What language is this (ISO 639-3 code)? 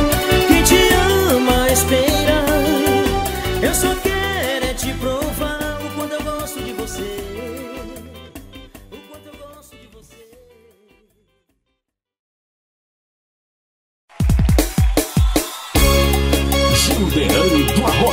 por